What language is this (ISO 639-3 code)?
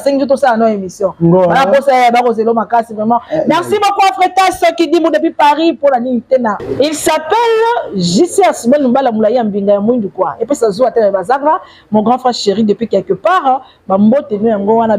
lin